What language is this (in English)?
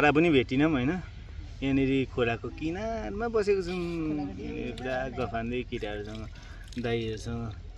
Nepali